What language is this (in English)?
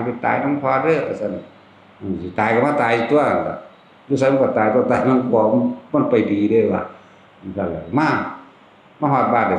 Northeastern Thai